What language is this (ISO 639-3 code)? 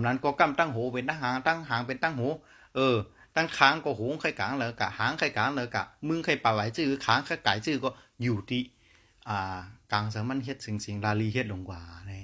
shn